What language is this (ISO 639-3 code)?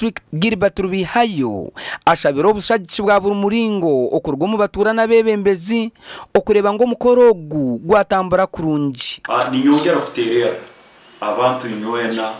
nyn